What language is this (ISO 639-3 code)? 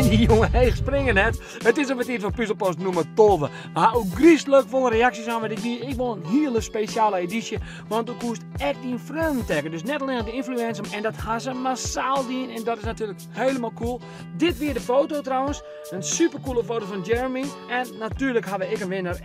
fry